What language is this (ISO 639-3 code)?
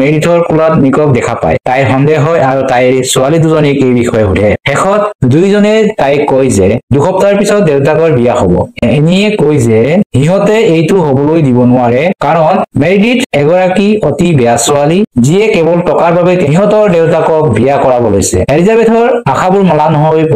asm